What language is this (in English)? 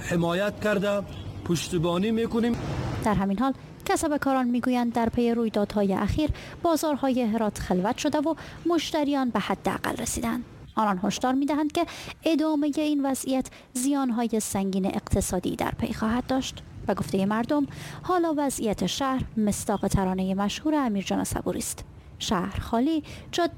Persian